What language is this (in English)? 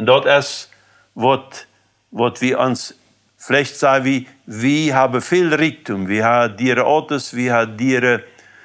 Plautdietsch